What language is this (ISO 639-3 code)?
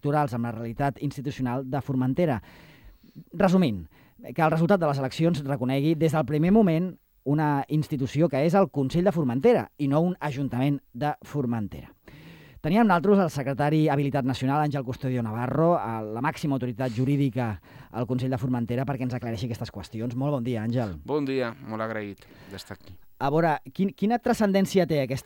cat